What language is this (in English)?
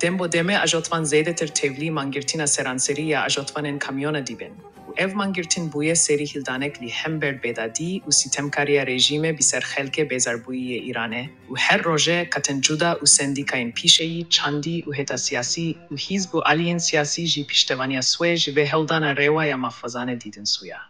Kurdish